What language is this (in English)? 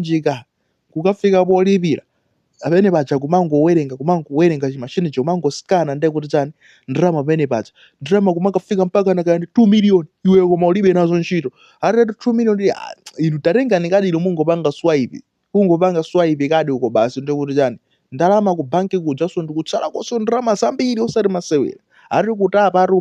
Nyanja